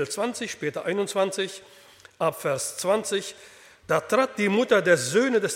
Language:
German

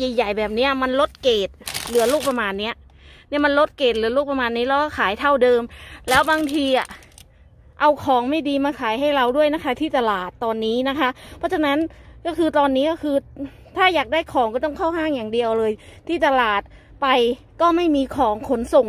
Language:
Thai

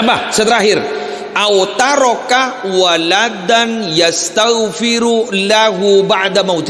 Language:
Madurese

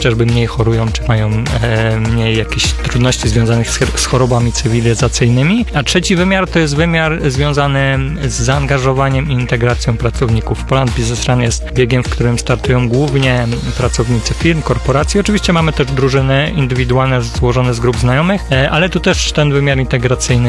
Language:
Polish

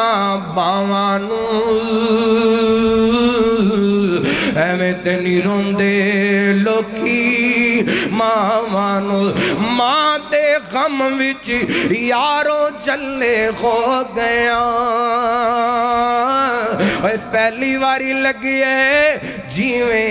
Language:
Western Panjabi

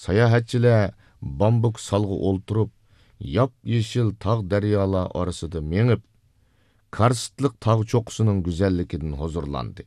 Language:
Uyghur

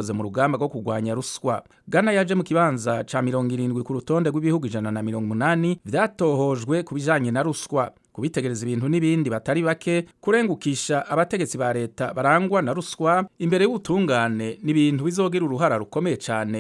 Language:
Rundi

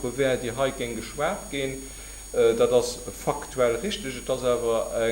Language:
Luxembourgish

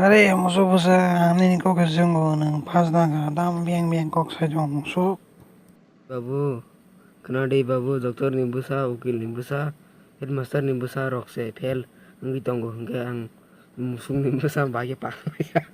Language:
Kok Borok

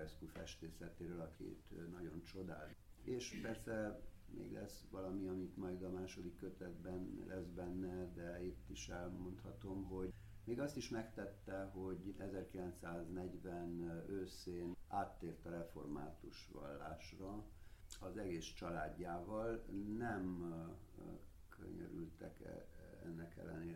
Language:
Hungarian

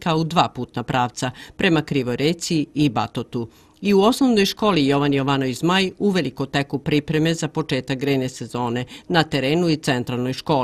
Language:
Serbian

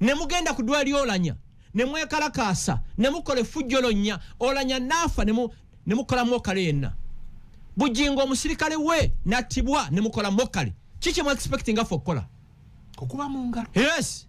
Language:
Ganda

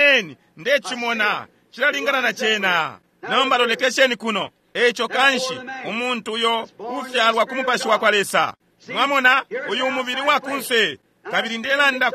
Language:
Bemba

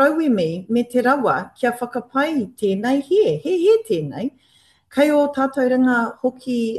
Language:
Māori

